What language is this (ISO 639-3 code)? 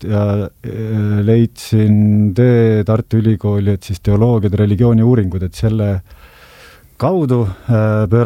est